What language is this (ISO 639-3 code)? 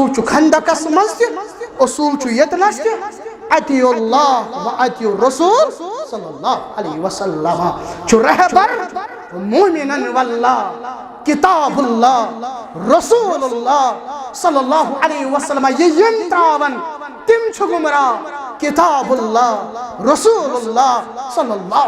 kas